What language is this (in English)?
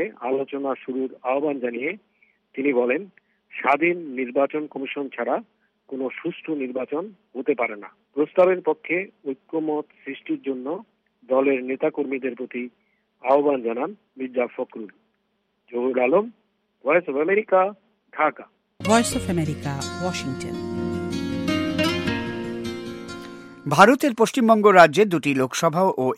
Bangla